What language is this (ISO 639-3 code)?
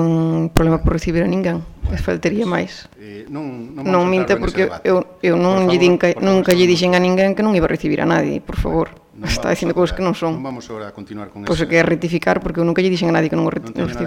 glg